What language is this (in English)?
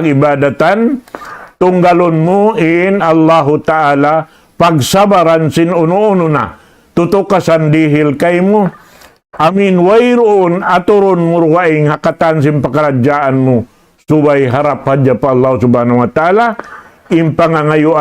Tausug